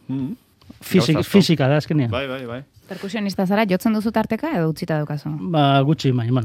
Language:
Basque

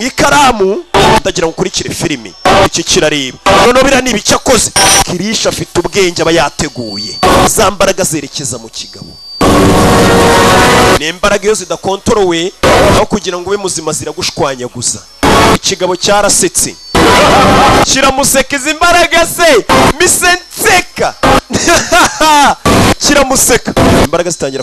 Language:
Kinyarwanda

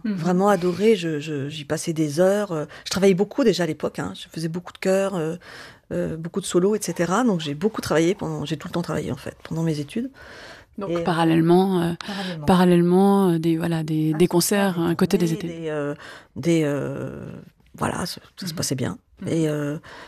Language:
French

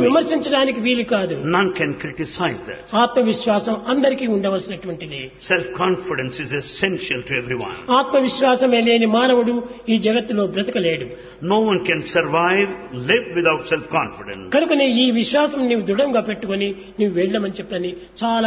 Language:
Telugu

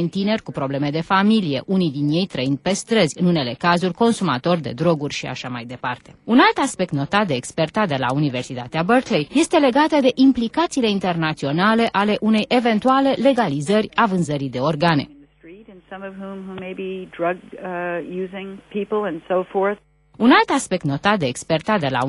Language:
Romanian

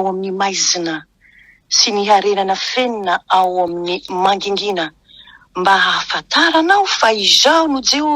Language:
Malagasy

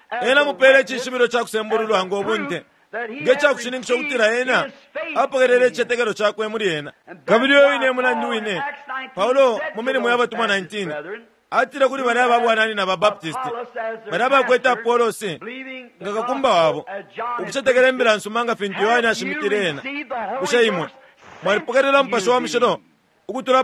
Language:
Bemba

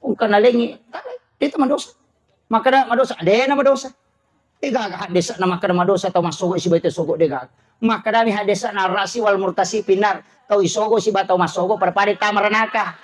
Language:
Buginese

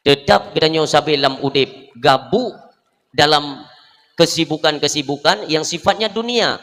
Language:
Achinese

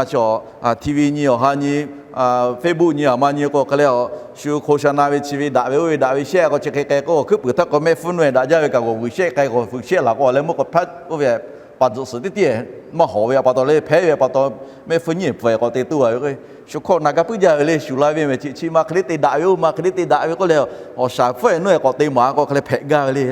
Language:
Lahu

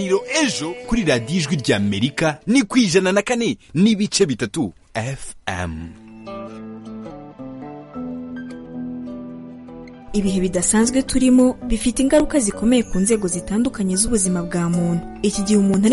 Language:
Kinyarwanda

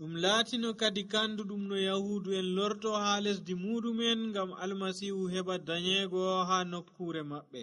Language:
Nigerian Fulfulde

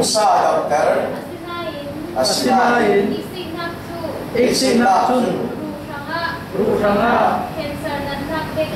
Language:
Falam Chin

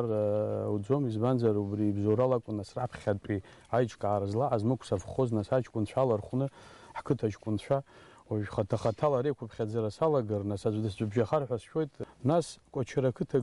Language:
Abkhazian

